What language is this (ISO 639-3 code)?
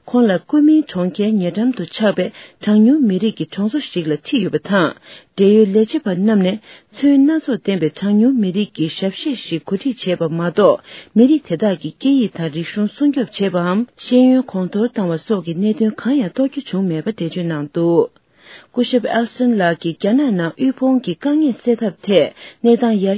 bod